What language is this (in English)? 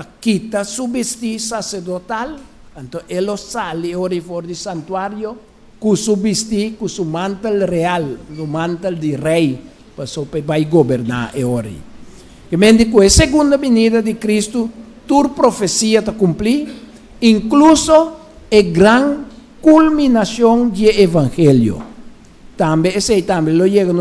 Papiamento